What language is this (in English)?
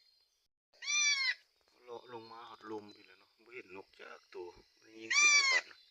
Lao